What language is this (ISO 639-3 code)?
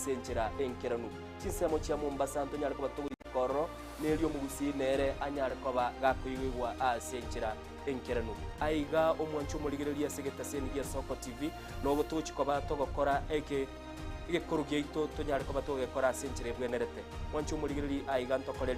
guz